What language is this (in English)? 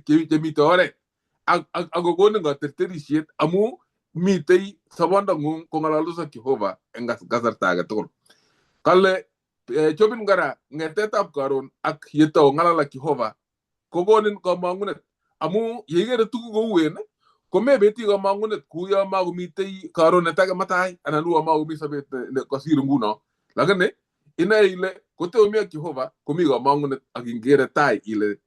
Kalenjin